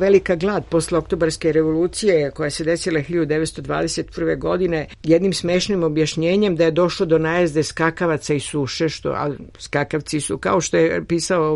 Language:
Serbian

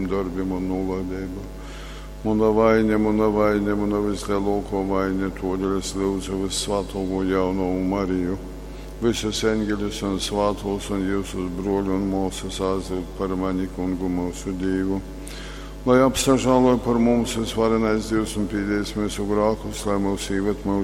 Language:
Latgalian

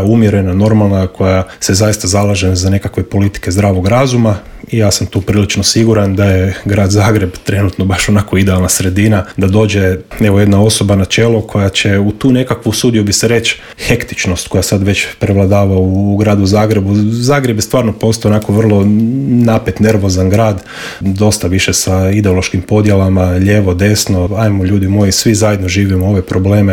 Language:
Croatian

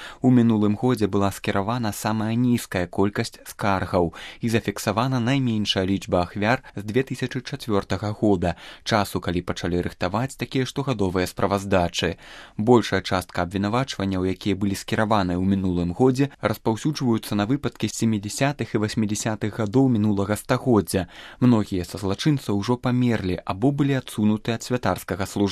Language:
Belarusian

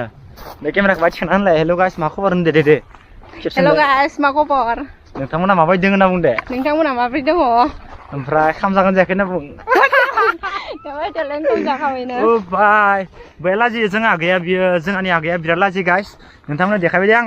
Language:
Bodo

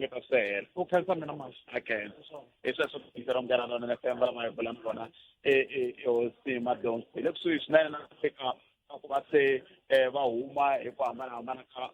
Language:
Tsonga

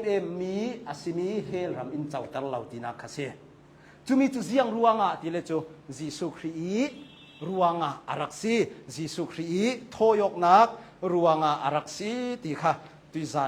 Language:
Hakha Chin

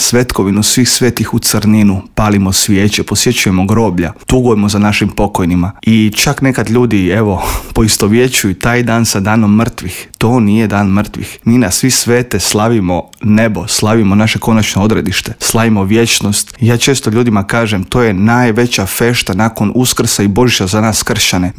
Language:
Croatian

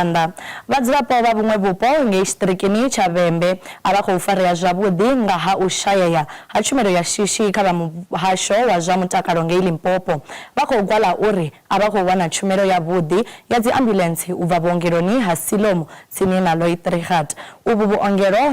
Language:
Venda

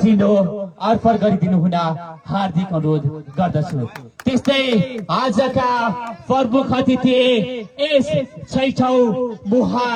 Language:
Nepali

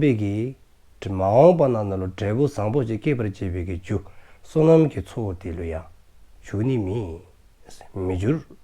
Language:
Dzongkha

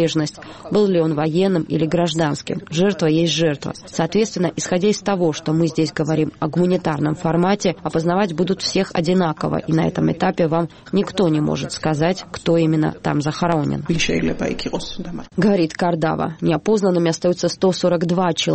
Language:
Russian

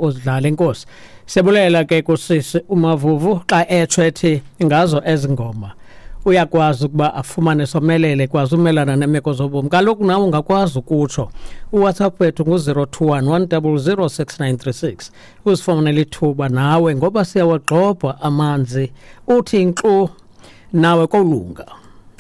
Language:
Xhosa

